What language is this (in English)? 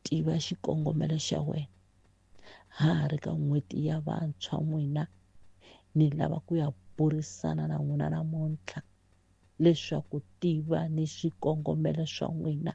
Tsonga